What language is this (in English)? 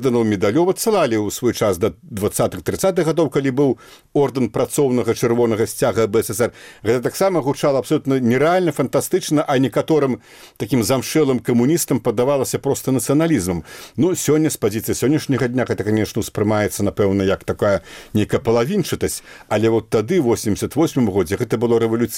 Belarusian